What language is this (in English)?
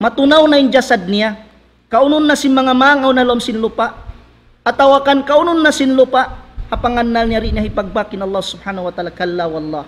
Tausug